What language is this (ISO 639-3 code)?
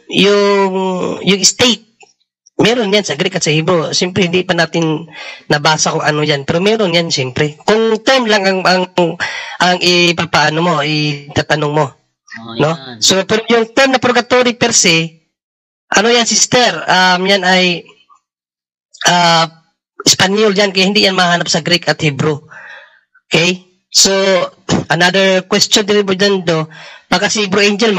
fil